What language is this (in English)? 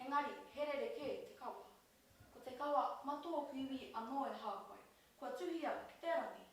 Māori